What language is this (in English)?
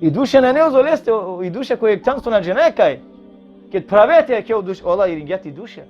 Balkan Romani